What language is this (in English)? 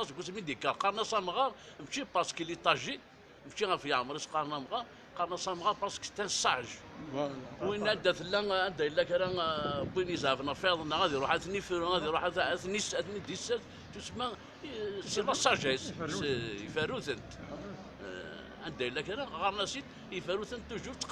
Kabyle